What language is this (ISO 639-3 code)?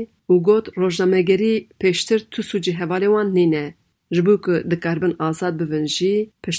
kur